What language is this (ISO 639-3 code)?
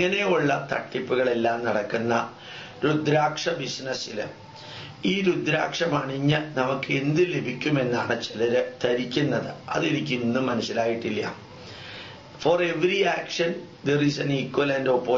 mal